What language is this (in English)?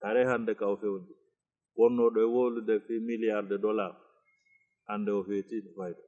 Fula